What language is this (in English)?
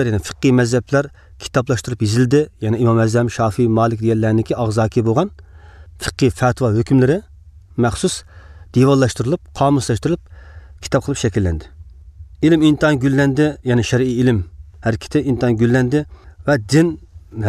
Uyghur